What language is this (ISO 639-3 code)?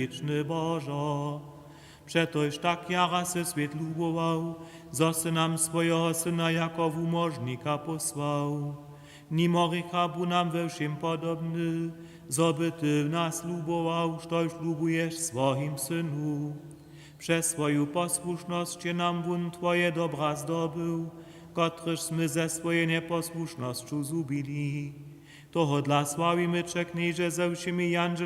hsb